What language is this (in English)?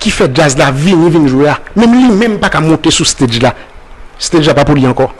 Haitian Creole